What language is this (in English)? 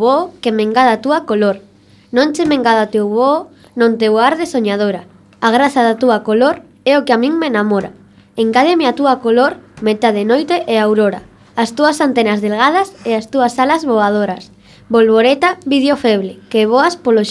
Galician